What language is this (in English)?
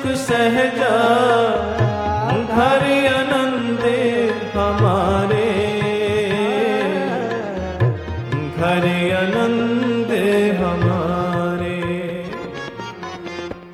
Punjabi